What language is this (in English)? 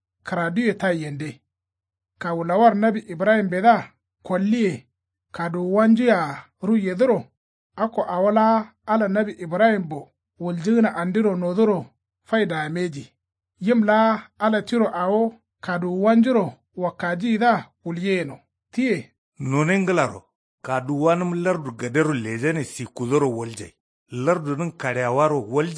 Kanuri